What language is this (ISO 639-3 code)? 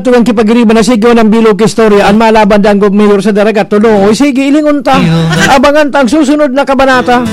bik